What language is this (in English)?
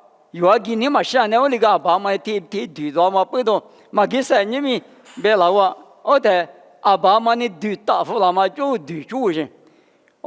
Lisu